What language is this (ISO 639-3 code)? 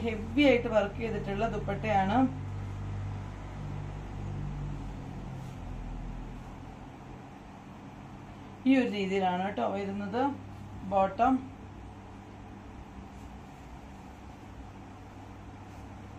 mal